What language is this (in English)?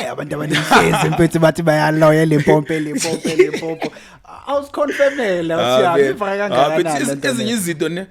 Zulu